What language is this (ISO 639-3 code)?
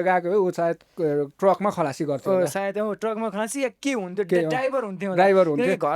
nep